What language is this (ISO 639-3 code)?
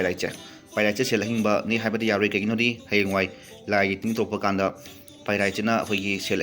mni